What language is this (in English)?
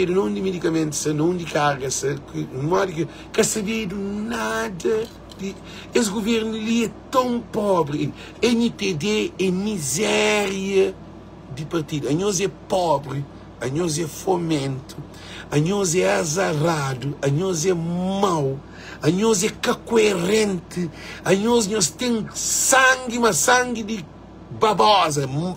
Kabuverdianu